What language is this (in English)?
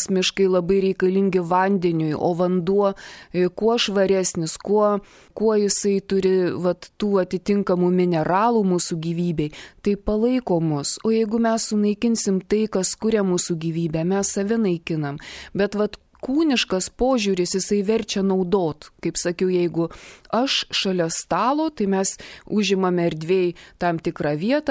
Lithuanian